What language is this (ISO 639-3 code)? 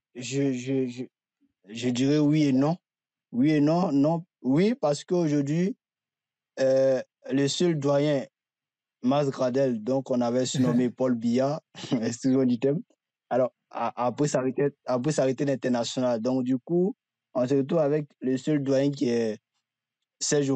fra